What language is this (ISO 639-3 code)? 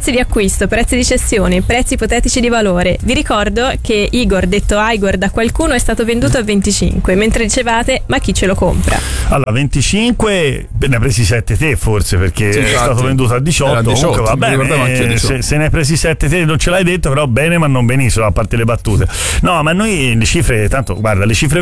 ita